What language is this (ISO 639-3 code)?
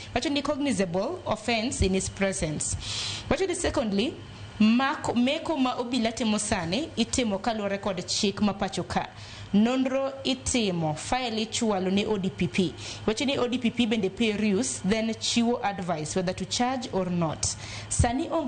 luo